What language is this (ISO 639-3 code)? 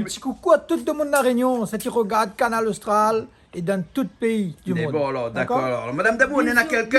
rcf